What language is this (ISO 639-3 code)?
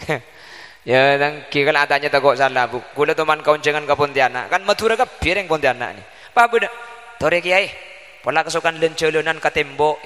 mad